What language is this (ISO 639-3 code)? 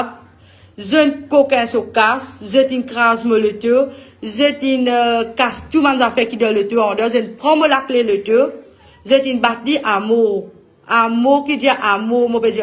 mfe